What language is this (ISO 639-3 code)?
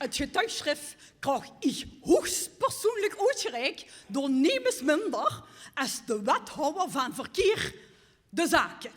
lim